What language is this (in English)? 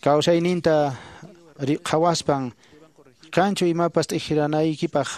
Quechua